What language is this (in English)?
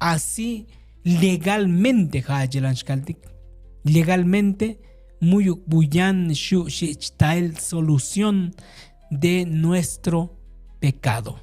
Tzotzil